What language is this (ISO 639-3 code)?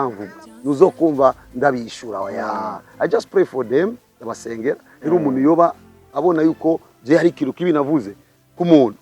run